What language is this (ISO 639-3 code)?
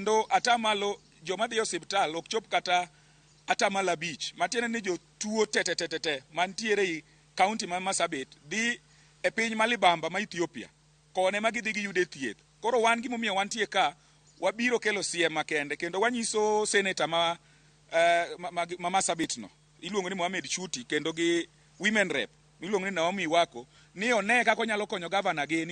luo